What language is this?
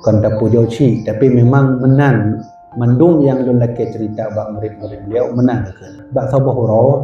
Achinese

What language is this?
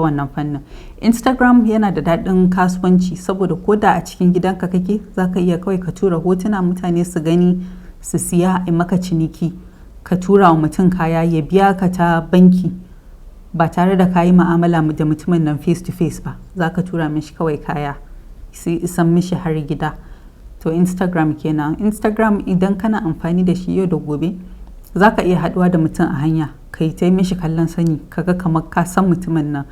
Hausa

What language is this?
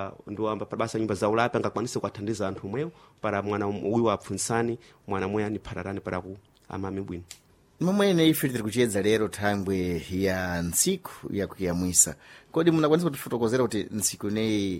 Sena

